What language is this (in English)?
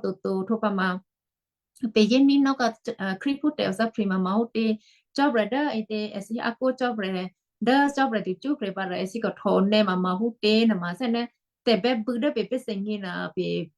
Western Kayah